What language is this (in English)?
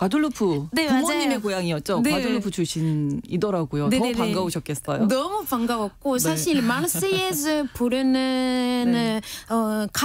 Korean